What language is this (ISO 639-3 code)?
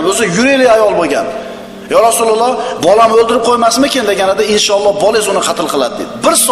uzb